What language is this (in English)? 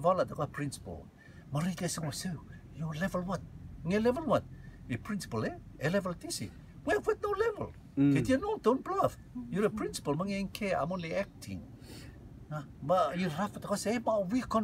Rotuman